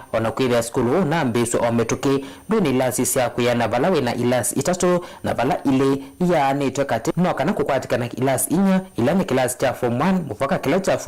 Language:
Kamba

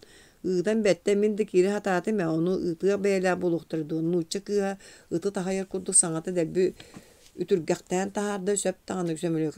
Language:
Yakut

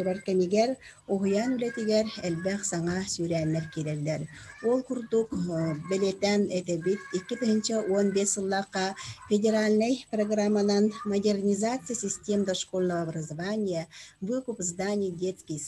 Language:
Yakut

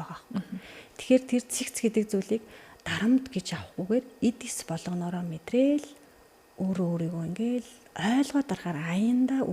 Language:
Mongolian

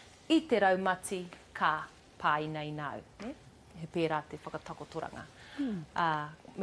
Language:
Māori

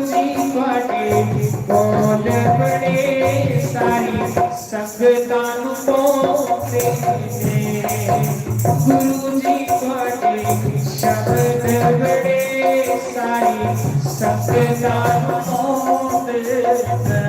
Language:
Dogri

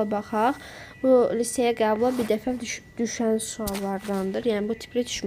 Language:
Azerbaijani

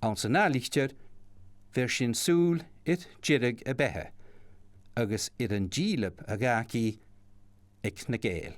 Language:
Scottish Gaelic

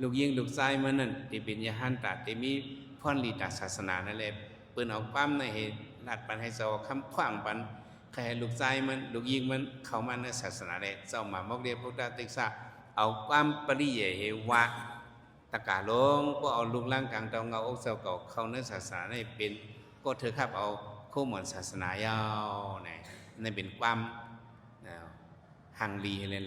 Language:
Shan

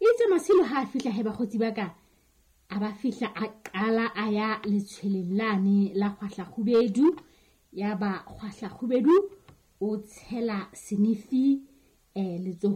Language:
Southern Sotho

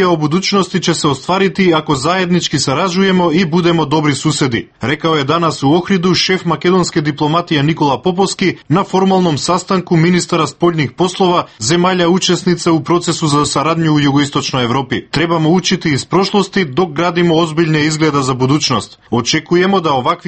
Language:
Serbian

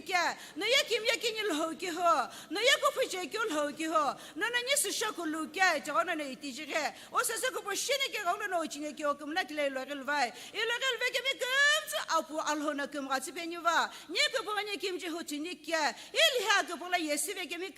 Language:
Sumi Naga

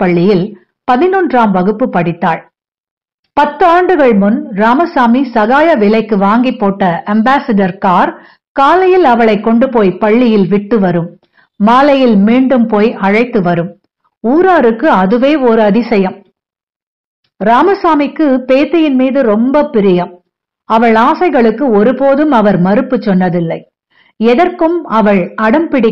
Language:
Tamil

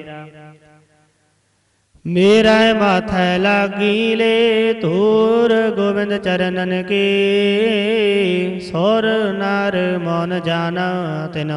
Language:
Punjabi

